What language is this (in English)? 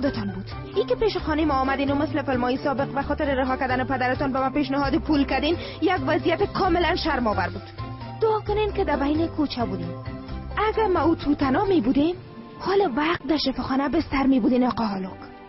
Tajik